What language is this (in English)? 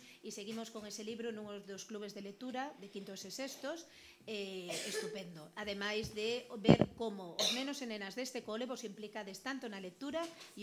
Galician